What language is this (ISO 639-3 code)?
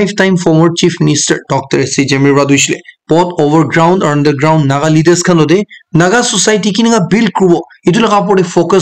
nag